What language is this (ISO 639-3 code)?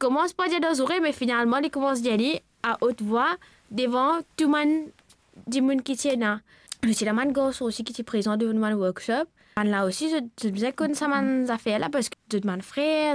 mfe